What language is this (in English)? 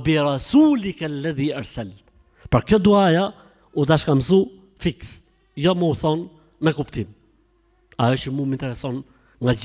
Albanian